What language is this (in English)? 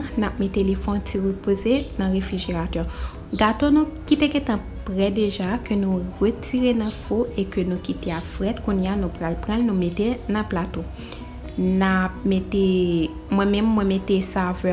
Haitian Creole